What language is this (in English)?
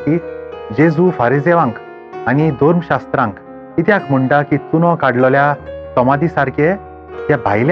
Konkani